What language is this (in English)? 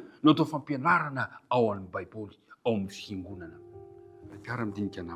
Malagasy